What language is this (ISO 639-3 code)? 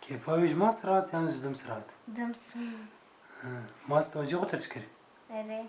kur